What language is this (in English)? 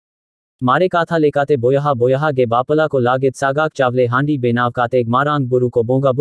Santali